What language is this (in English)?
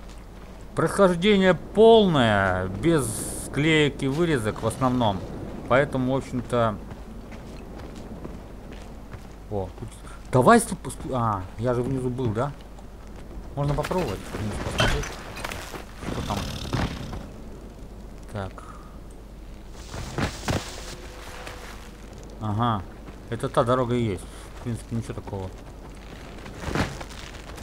Russian